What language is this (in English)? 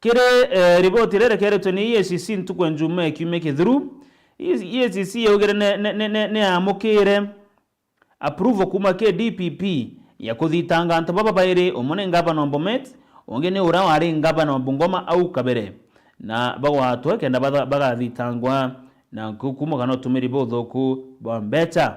Meru